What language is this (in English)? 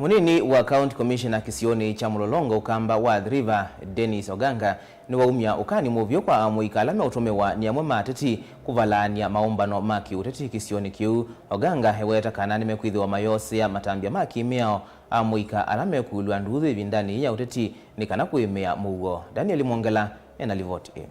Kamba